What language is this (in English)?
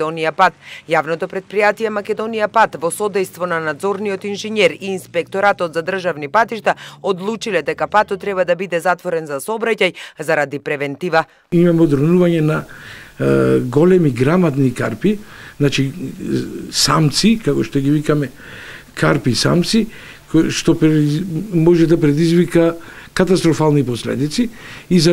Macedonian